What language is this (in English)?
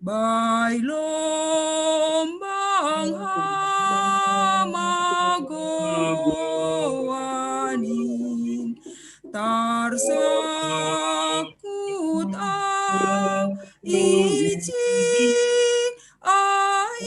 Batak Simalungun